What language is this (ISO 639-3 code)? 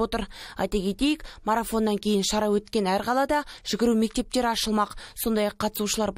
kaz